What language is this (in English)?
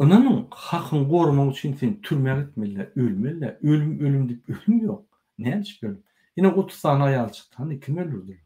Turkmen